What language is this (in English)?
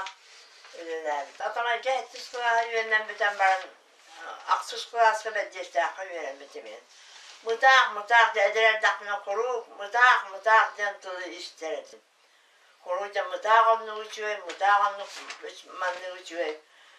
Yakut